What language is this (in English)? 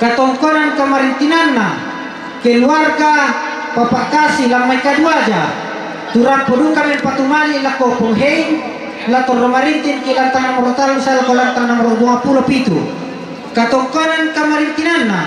Toraja-Sa'dan